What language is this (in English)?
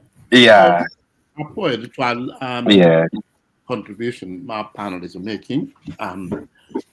Acoli